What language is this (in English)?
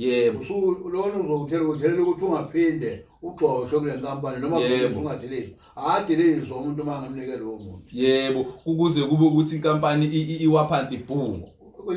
Zulu